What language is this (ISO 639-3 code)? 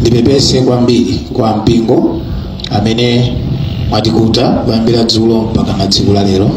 nya